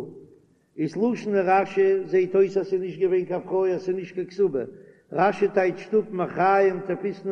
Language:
Yiddish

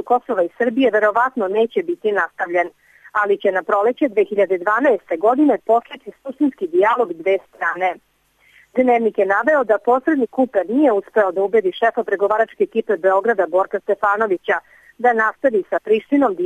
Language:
Serbian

